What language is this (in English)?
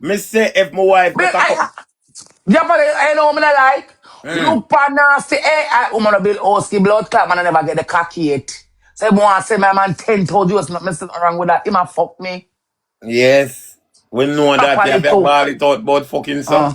Jamaican Creole English